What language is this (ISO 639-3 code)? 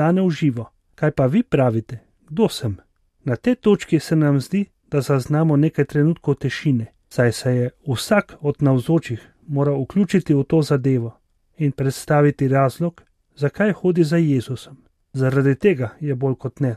slv